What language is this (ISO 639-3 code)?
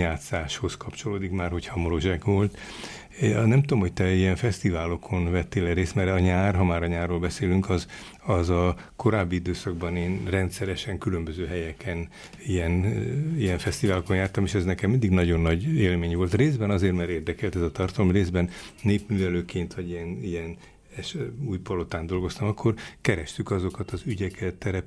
hun